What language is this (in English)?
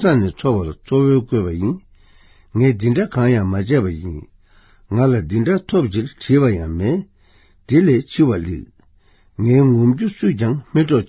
Tibetan